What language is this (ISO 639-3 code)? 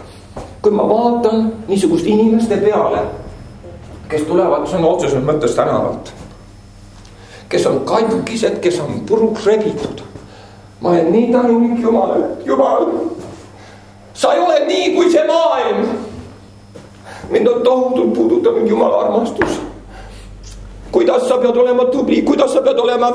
est